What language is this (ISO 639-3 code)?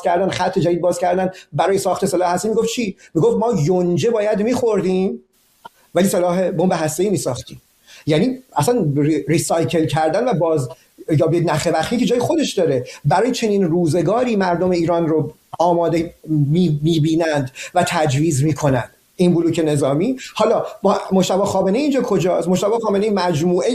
fas